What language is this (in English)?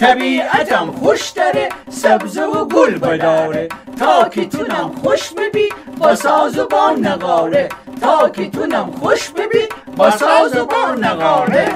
Gilaki